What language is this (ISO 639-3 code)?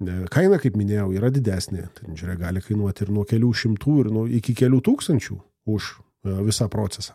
lit